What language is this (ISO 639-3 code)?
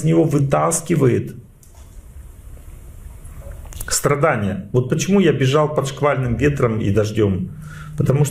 rus